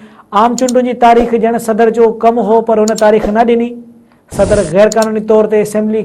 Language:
Sindhi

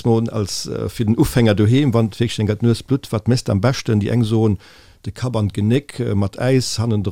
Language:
Luxembourgish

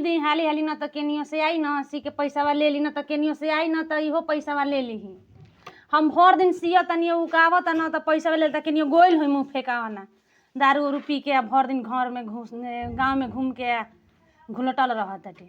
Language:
Bhojpuri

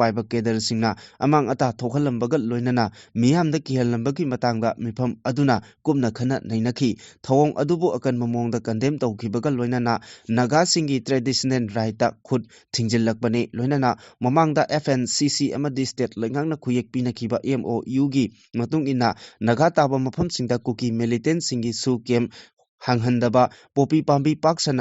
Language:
Manipuri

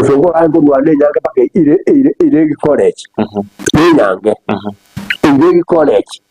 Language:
Gusii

